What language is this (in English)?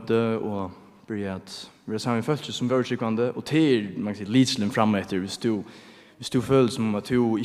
Faroese